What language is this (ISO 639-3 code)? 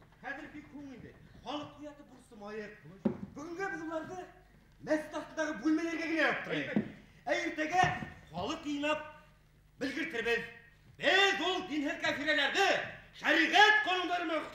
bak